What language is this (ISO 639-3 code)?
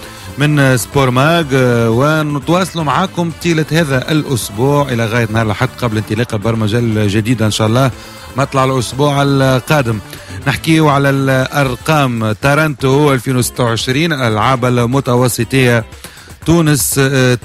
aeb